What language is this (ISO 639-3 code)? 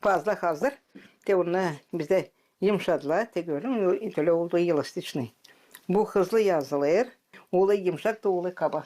gag